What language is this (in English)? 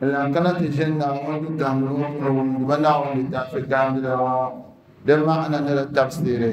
Dagbani